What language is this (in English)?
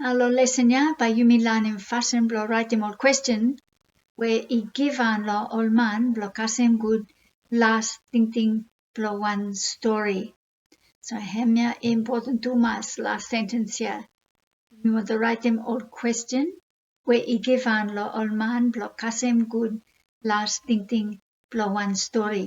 Bislama